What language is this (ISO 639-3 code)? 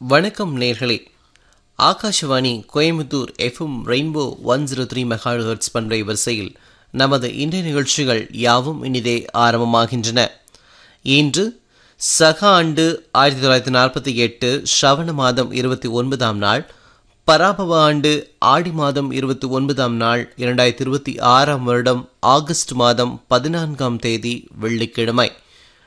tam